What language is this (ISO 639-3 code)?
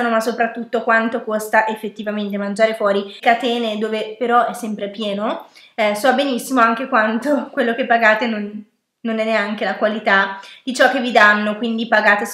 ita